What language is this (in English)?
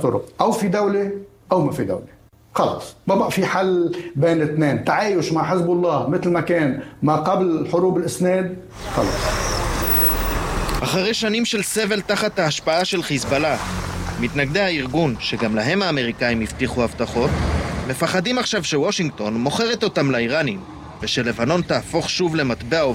Hebrew